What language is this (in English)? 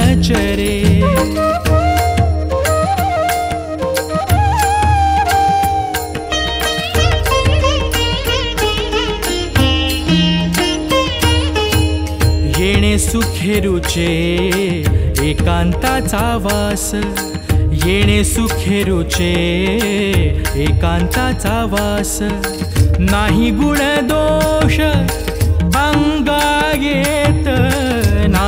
Marathi